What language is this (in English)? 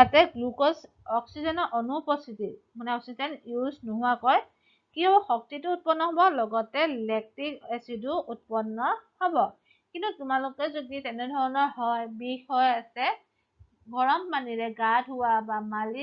Assamese